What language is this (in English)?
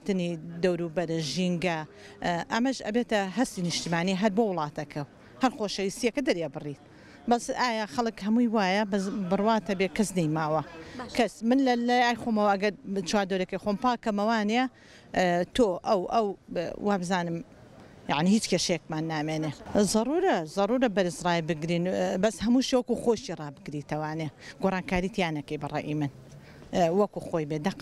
Central Kurdish